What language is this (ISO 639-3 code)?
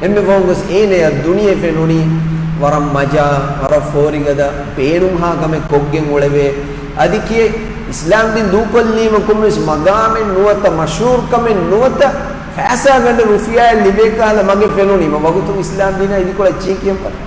div